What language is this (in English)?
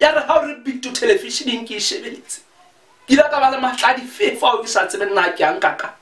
Southern Sotho